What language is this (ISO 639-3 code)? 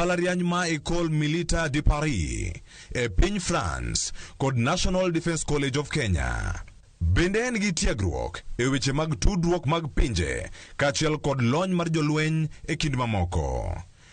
luo